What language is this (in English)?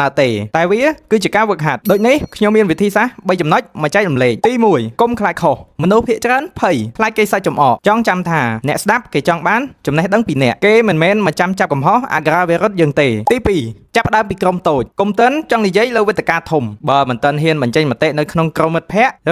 Khmer